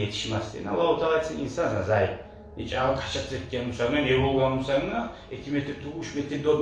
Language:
Kumyk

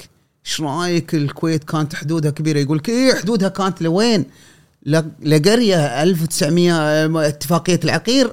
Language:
Gulf Arabic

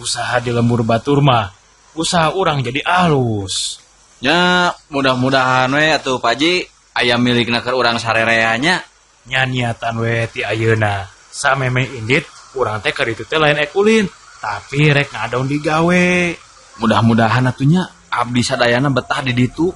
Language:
Sundanese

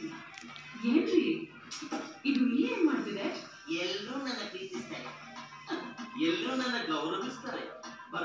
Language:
Kannada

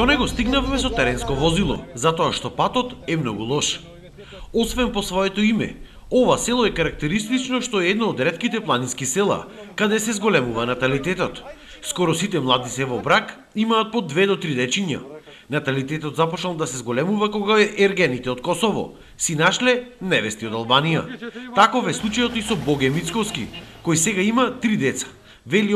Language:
Macedonian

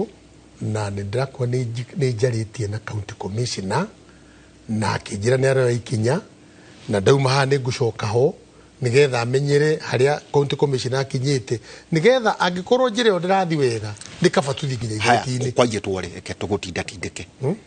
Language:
Kikuyu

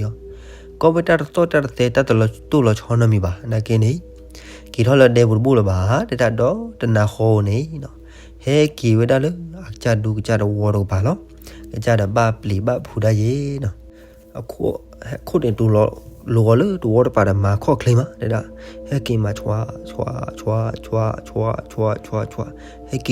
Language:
S'gaw Karen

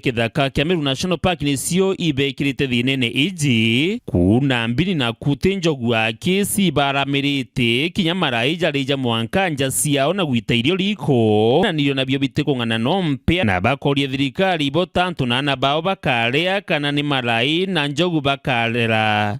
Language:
Meru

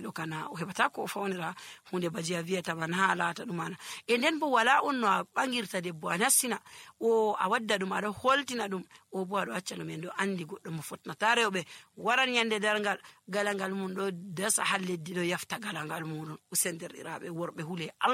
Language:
Nigerian Fulfulde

